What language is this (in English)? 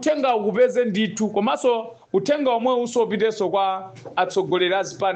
Nyanja